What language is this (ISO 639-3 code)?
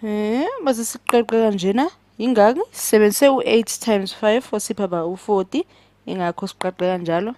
zul